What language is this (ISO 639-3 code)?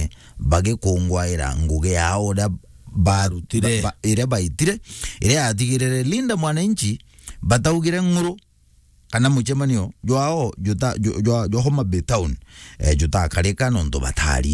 mer